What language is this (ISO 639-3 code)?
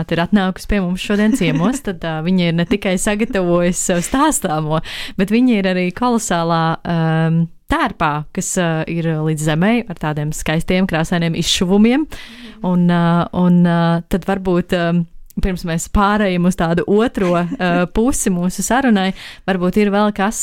lav